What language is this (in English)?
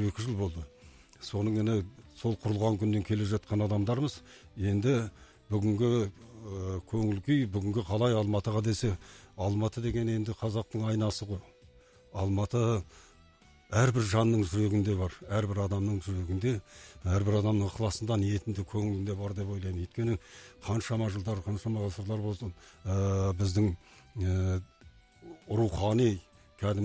Kazakh